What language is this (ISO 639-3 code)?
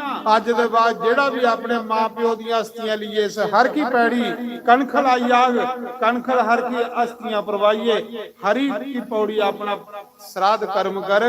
doi